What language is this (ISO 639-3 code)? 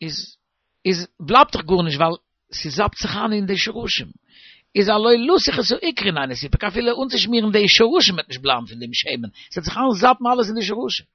yid